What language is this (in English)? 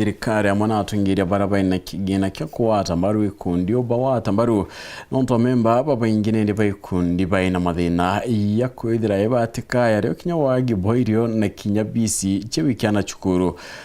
Meru